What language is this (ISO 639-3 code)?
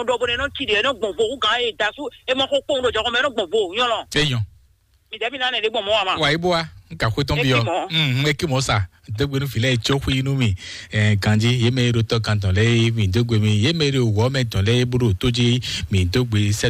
fon